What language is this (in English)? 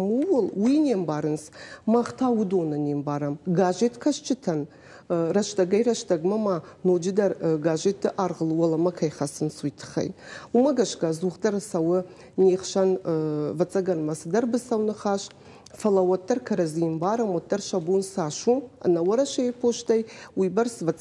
Ossetic